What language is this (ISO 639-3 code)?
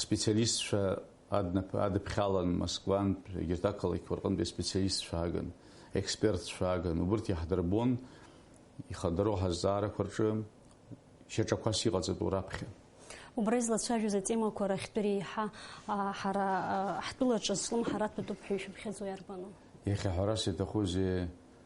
abk